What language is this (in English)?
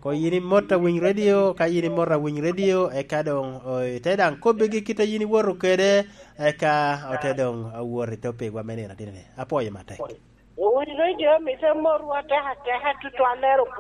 Lango (Uganda)